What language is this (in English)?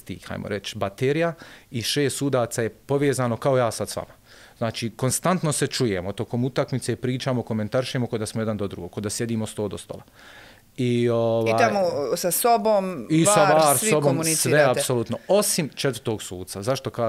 Bosnian